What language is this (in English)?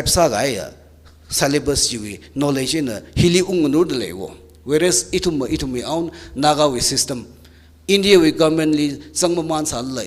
Tangkhul Naga (India)